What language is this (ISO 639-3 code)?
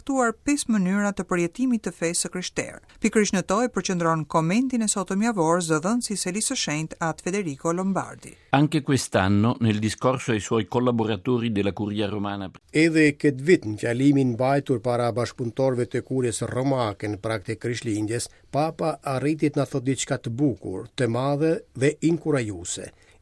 sqi